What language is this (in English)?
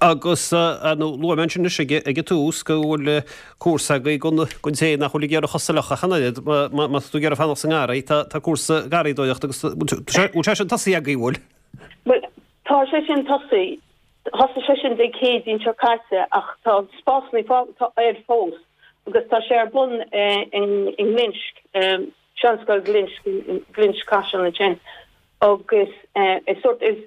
Irish